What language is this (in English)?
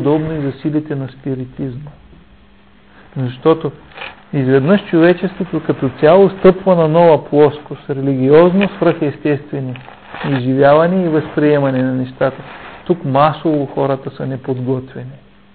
Bulgarian